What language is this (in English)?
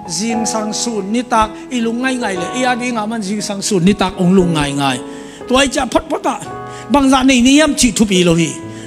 Tedim Chin